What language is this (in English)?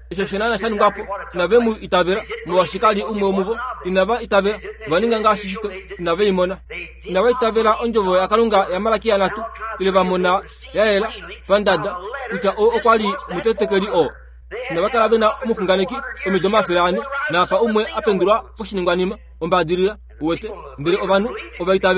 Kuanyama